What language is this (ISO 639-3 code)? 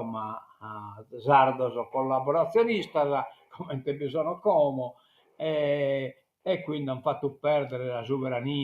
srd